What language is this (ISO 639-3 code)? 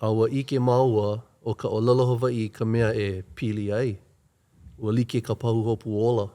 haw